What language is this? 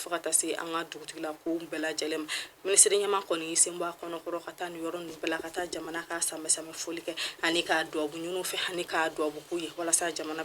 Bambara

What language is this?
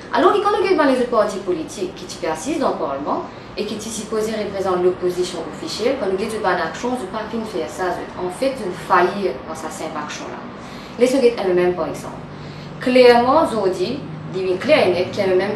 Morisyen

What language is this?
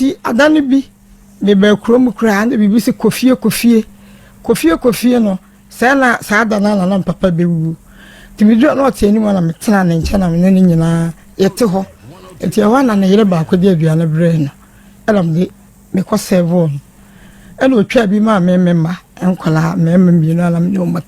Akan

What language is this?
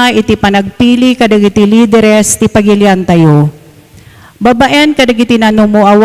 Iloko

